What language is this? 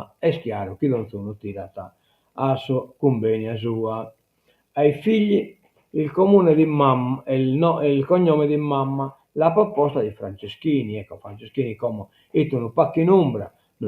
Sardinian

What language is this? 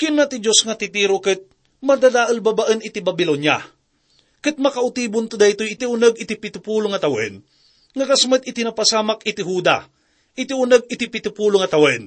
Iloko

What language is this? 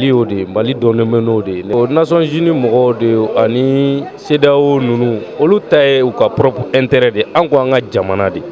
Bambara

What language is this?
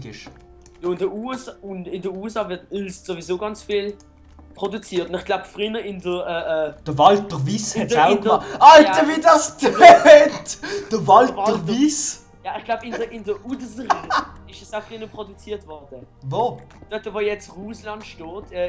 Swiss German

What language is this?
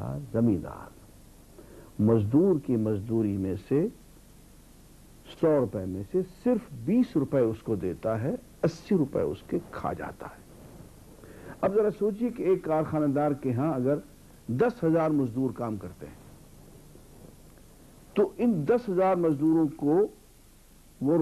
Urdu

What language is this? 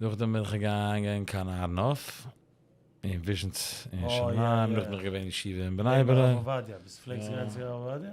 Yiddish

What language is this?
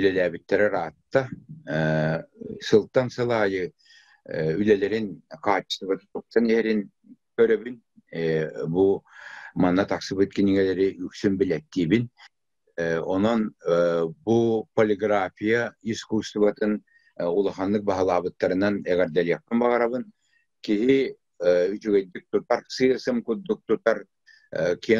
Yakut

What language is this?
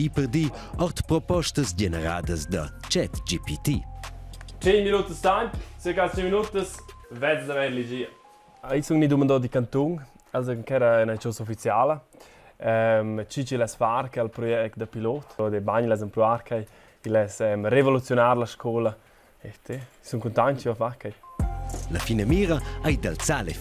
Romansh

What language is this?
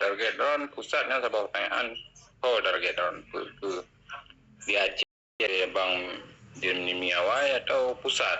Achinese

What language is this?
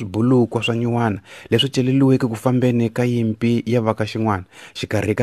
Tsonga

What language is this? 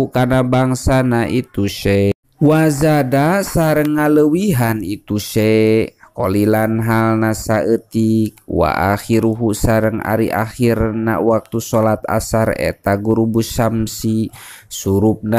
Sundanese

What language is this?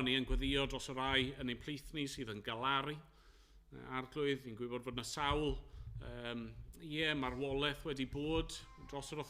Welsh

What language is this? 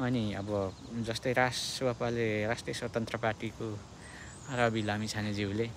Nepali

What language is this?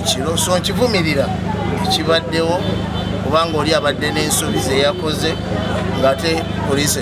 Ganda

